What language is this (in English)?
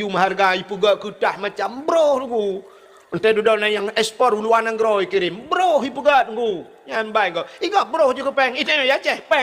Achinese